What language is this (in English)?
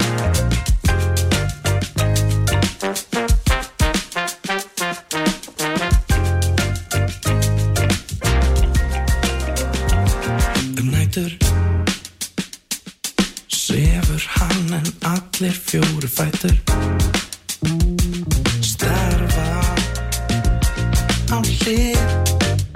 Icelandic